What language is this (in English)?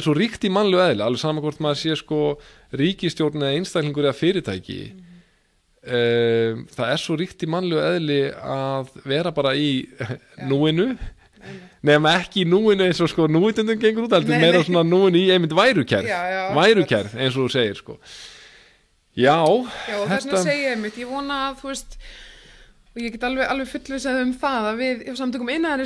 Icelandic